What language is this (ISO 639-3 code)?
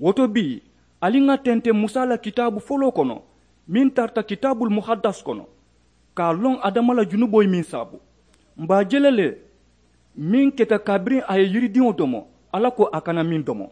man